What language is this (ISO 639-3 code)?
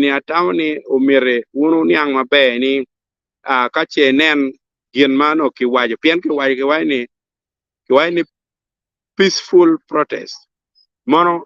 ach